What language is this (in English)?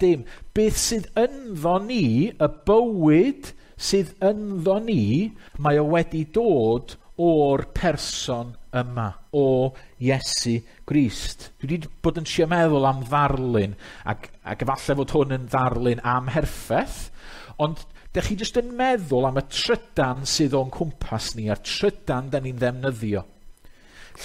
Welsh